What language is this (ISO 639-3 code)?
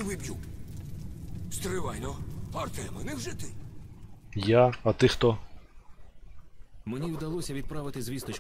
ukr